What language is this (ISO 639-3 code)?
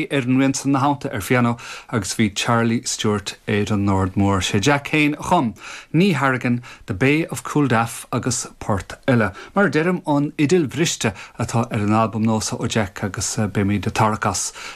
gle